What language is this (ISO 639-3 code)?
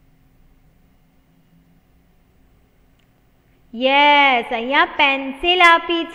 guj